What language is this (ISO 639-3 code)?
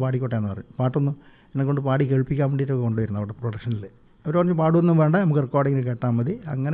mal